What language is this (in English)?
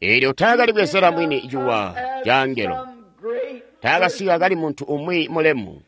Tonga (Zambia)